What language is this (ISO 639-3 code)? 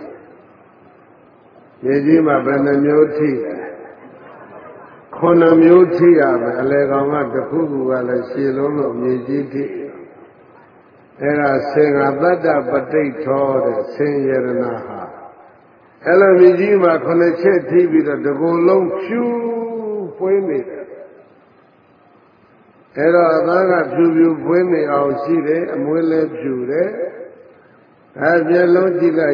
mya